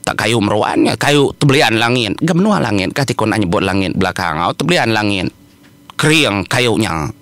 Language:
Iban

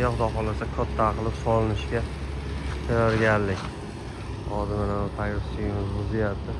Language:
Uzbek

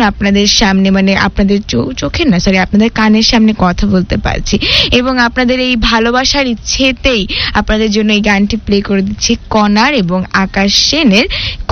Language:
Bangla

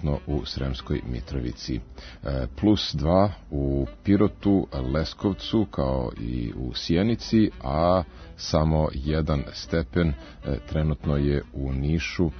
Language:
Serbian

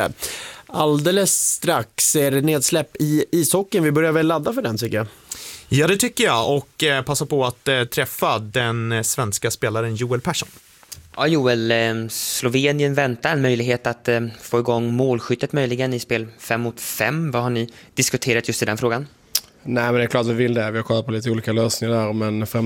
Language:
Swedish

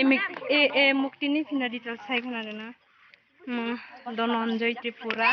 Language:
Kok Borok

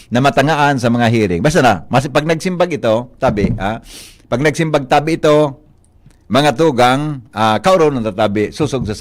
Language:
Bikol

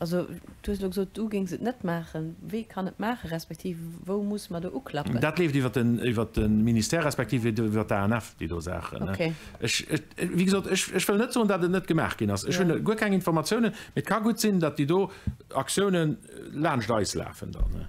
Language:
Luxembourgish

